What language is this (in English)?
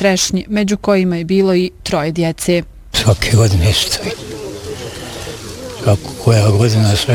Bosnian